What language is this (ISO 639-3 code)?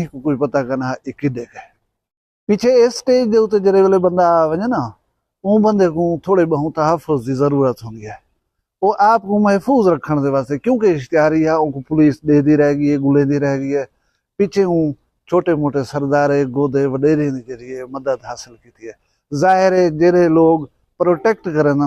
skr